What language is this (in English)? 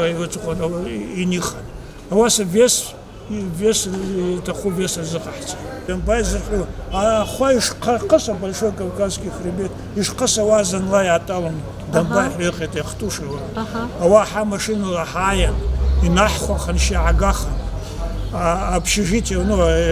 Abkhazian